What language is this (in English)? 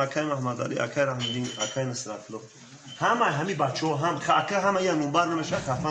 Tajik